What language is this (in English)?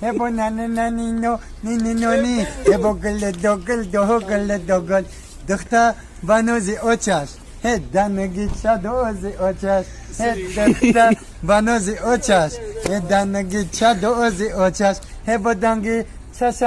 Tajik